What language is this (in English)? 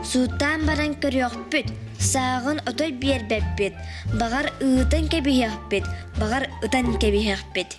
Yakut